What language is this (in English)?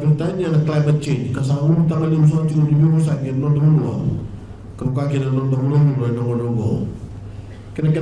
Fijian